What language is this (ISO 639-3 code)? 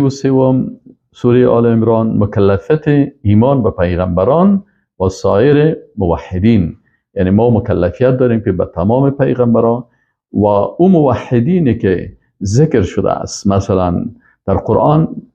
fas